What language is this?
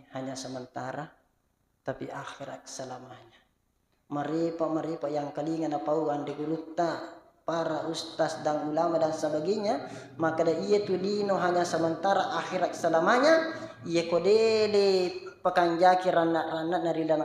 Buginese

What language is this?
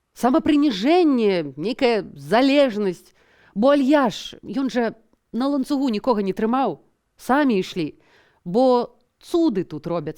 Belarusian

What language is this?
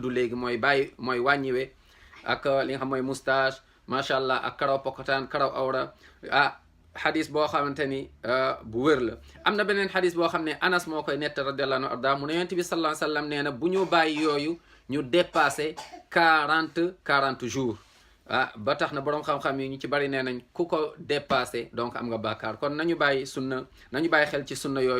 Wolof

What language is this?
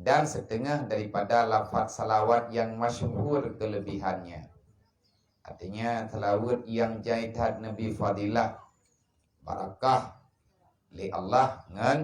Achinese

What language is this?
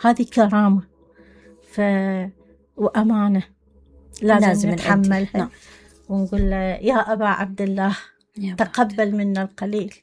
Mesopotamian Arabic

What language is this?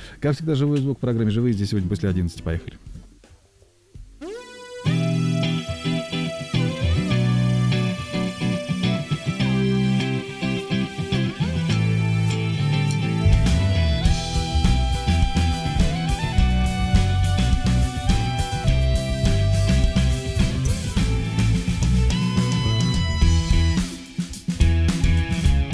Russian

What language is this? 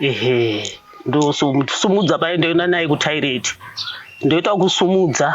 Shona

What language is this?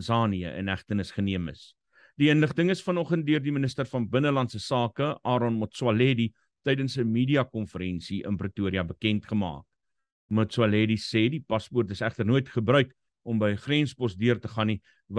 Afrikaans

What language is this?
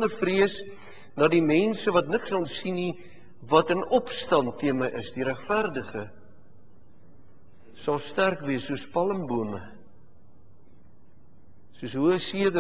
Afrikaans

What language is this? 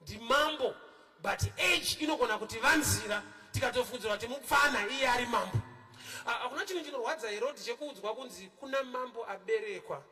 Shona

